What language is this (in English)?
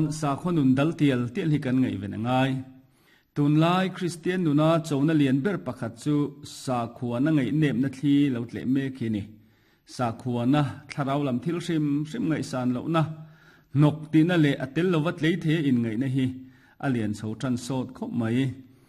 Mizo